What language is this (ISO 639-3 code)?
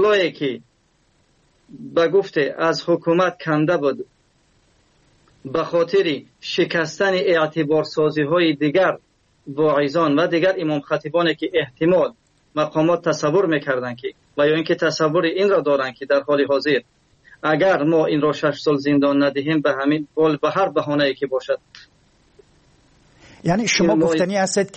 fas